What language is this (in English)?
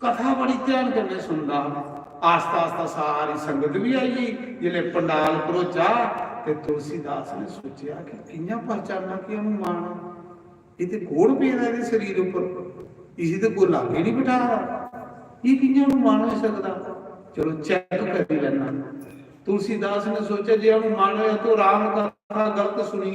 Dogri